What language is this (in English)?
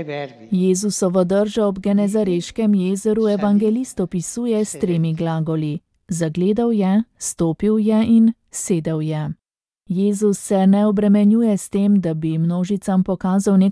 Slovenian